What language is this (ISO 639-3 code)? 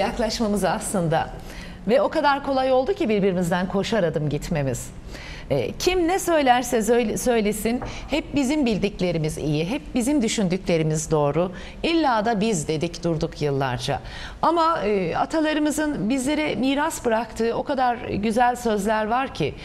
tur